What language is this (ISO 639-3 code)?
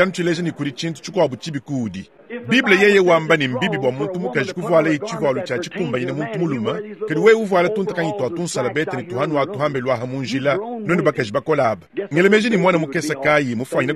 lua